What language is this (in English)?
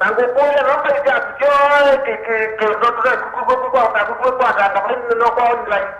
Kamba